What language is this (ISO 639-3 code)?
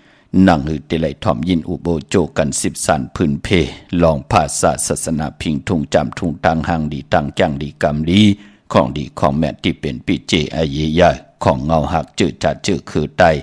shn